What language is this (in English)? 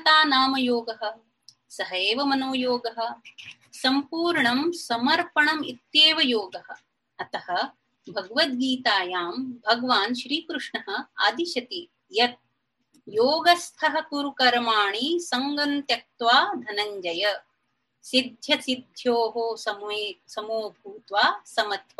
Sanskrit